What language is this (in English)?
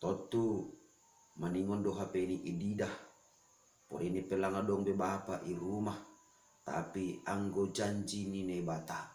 Batak Simalungun